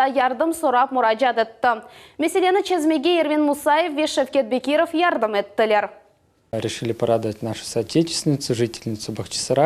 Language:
Crimean Tatar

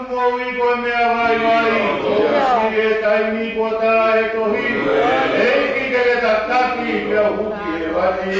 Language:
Tongan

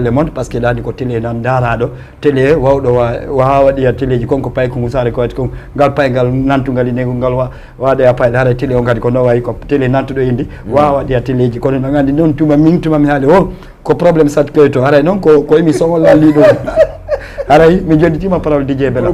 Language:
Fula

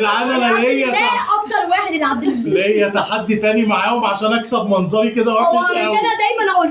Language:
Egyptian Arabic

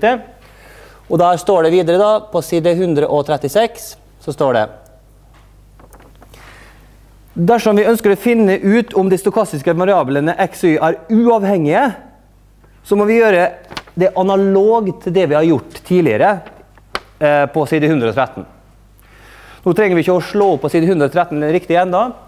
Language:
Norwegian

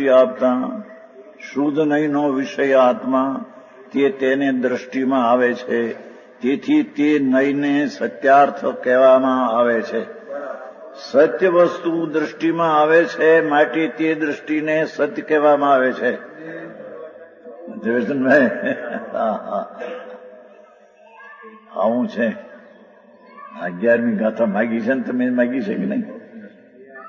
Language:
Gujarati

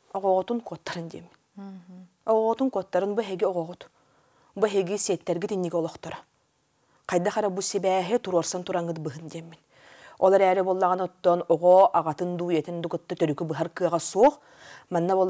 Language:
Yakut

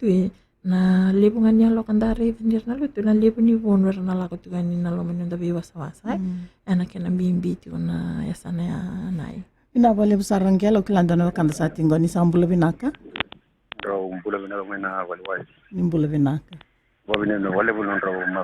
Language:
Fijian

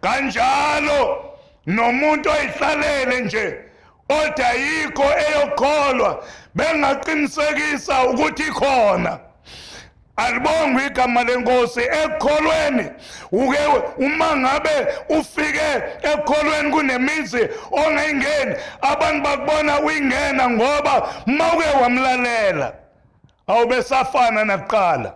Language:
Zulu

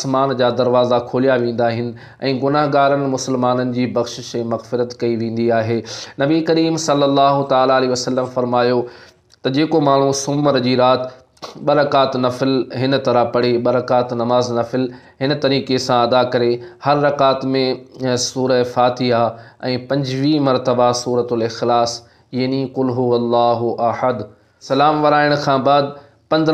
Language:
Sindhi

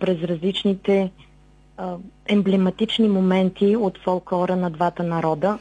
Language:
Bulgarian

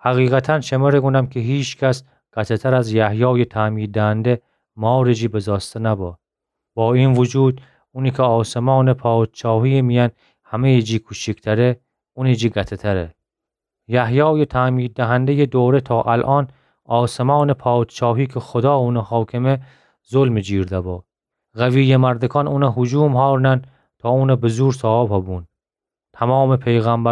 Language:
Gilaki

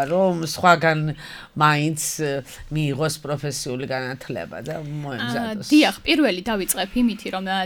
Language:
Georgian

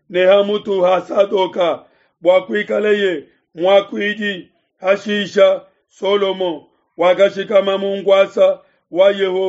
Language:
Luba-Lulua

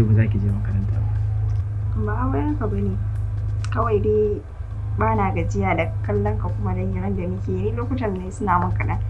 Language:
Hausa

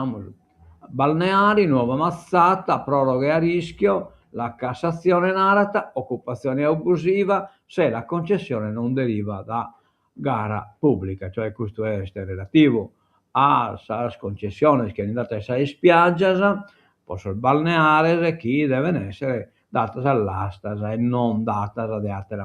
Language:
Sardinian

